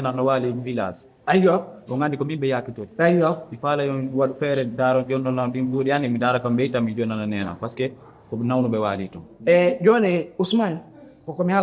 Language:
Fula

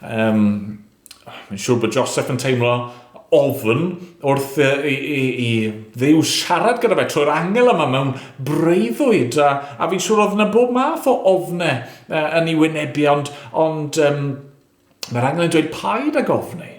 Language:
Welsh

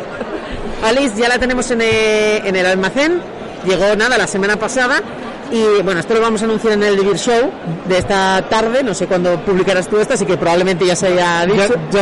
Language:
Spanish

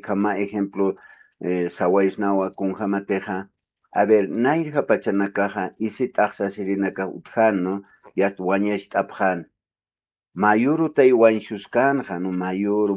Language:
Aymara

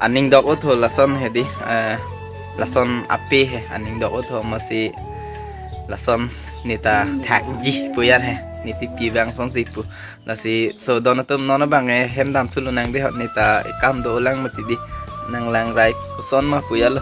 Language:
Karbi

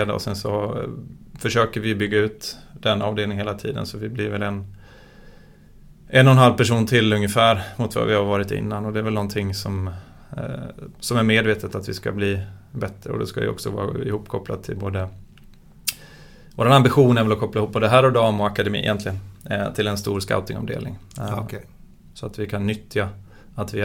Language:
Swedish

